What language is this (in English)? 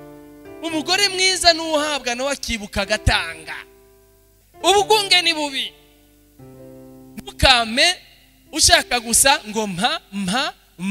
Rundi